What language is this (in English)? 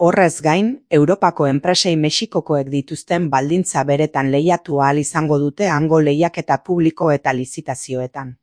Basque